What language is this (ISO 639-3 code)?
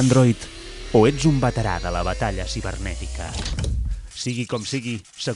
cat